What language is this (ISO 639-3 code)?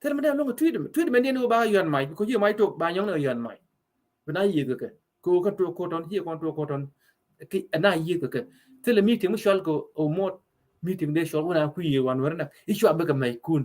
nus